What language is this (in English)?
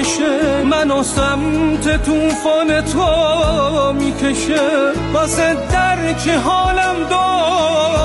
Persian